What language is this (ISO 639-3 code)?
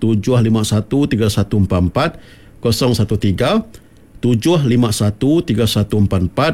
iba